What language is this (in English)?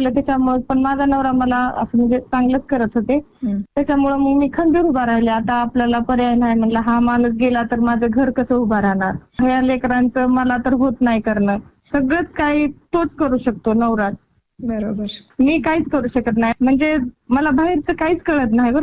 Marathi